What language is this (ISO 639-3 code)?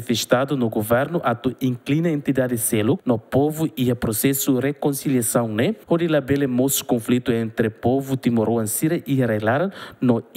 tet